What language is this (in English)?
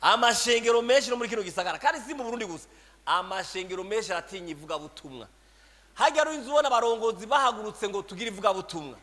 Rundi